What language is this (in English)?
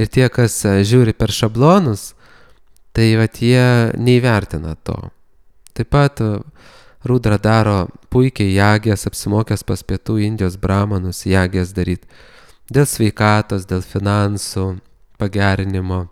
Lithuanian